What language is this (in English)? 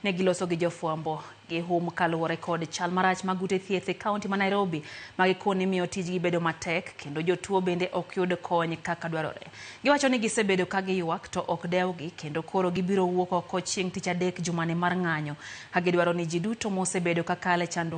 Luo (Kenya and Tanzania)